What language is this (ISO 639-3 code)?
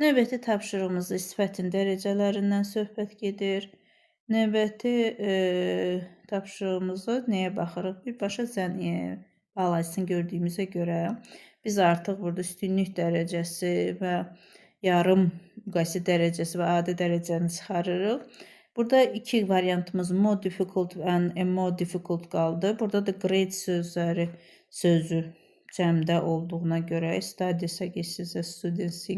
aze